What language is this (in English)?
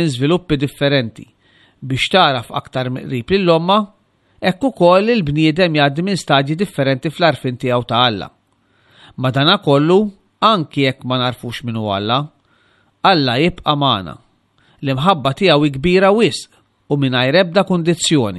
Maltese